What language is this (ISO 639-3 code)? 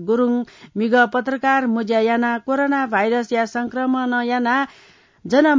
new